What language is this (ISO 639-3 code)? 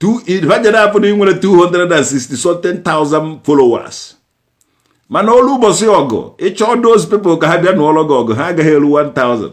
ibo